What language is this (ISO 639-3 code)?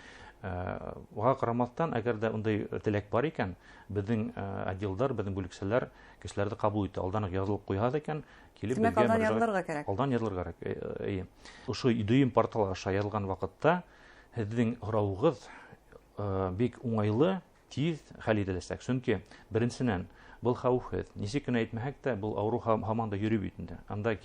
bak